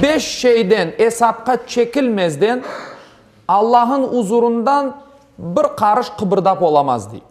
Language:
Crimean Tatar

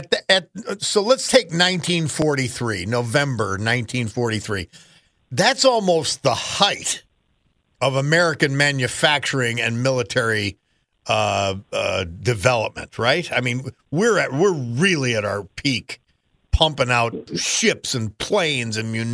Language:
English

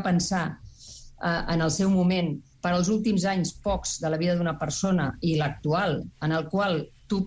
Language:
Catalan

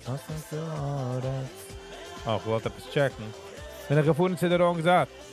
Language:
Yiddish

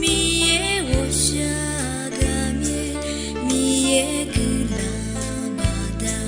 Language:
Akha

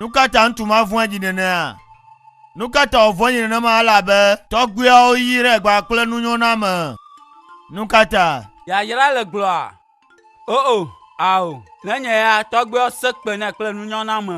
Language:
Ewe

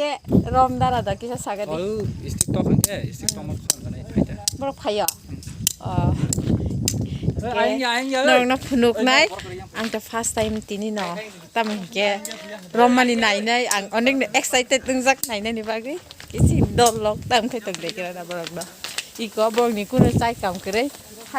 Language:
Kok Borok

